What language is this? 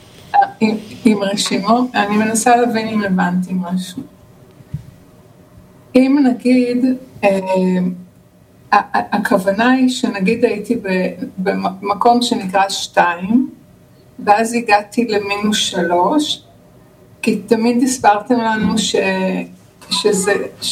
Hebrew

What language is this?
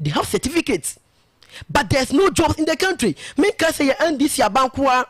Akan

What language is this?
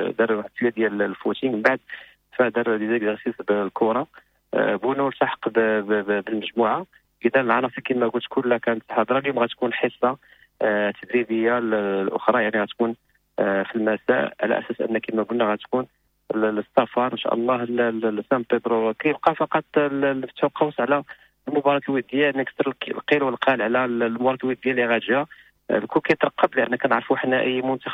Moroccan Arabic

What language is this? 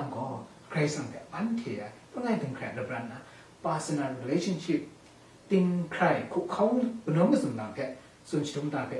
Kachin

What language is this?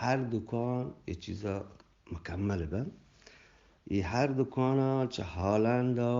Eastern Balochi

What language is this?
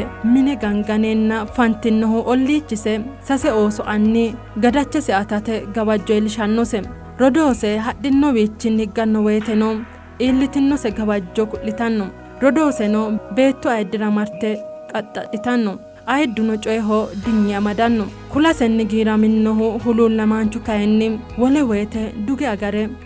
Sidamo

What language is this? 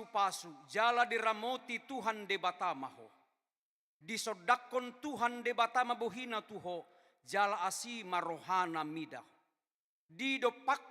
Batak Toba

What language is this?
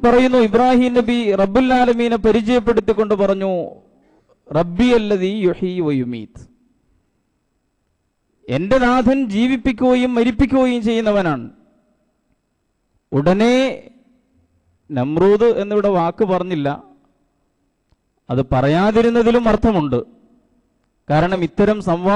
Malayalam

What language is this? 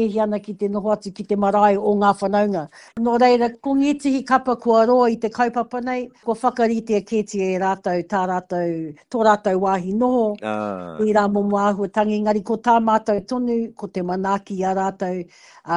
Māori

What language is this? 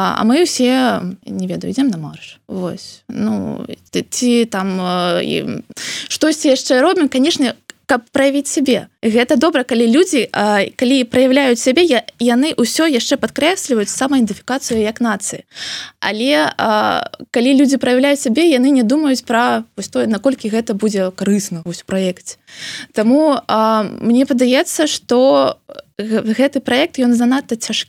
Belarusian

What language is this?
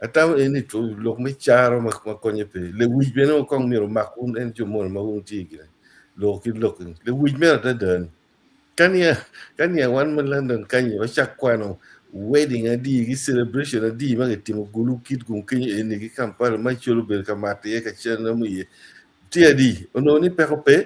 Acoli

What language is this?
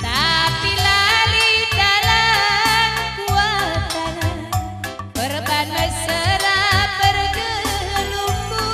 Batak Karo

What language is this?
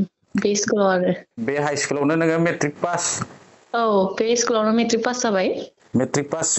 Bodo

